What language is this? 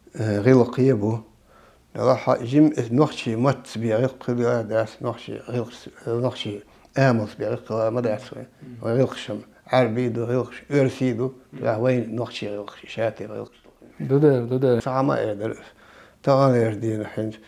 Chechen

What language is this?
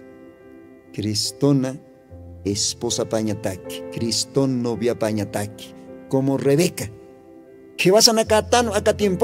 Aymara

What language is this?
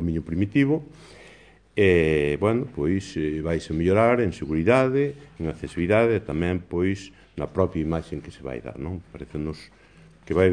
Galician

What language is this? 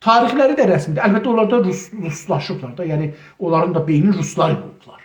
South Azerbaijani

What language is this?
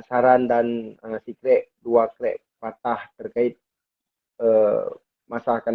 Achinese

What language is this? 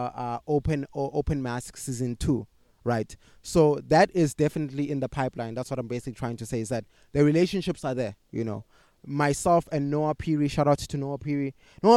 English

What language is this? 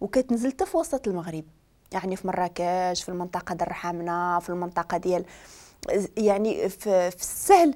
Moroccan Arabic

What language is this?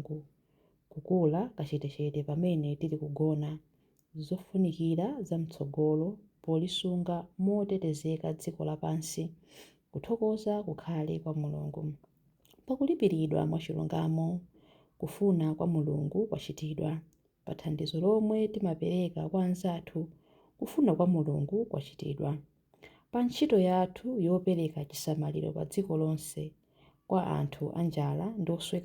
Nyanja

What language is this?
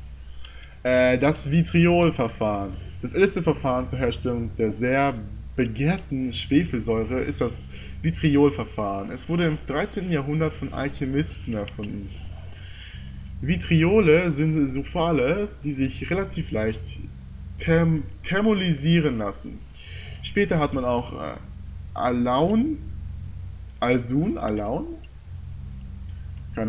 German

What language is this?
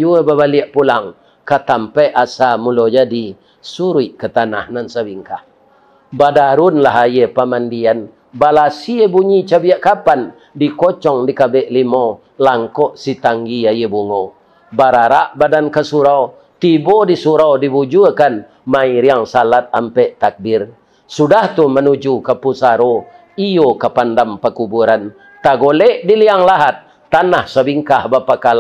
Minangkabau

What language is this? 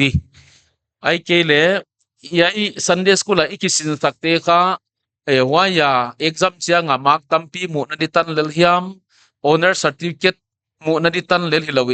Paite Chin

